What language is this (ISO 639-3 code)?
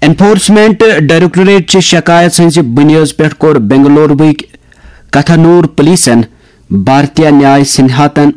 kas